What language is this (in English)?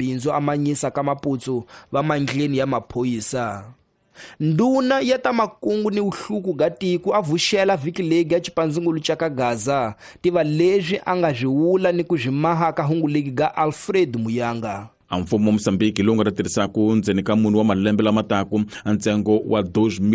Tsonga